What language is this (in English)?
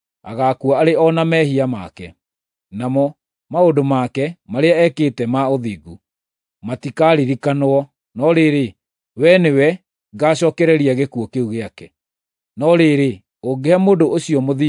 Kikuyu